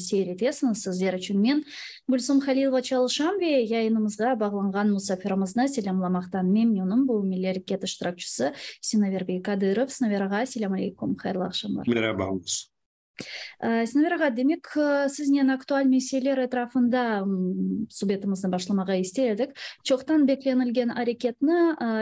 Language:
Crimean Tatar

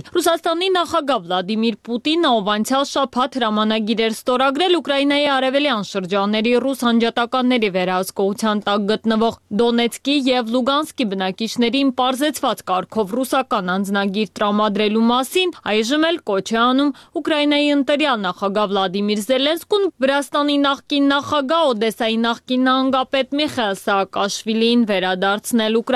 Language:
Armenian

